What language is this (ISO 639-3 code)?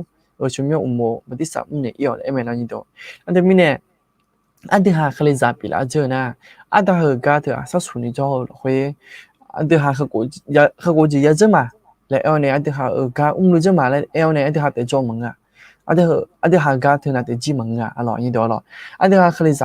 ahk